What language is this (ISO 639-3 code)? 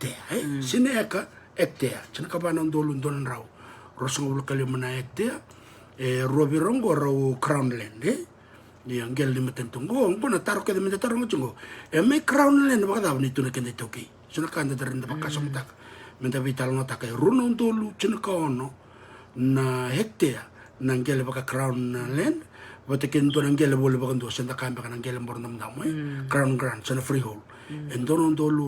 fij